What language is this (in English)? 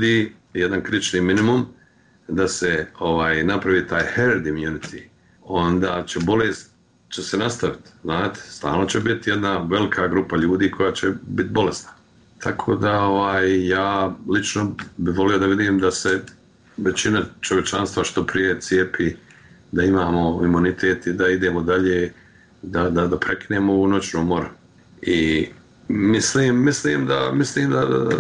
Bosnian